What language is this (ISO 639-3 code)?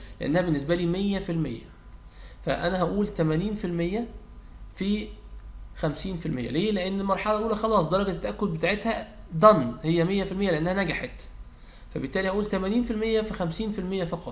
arz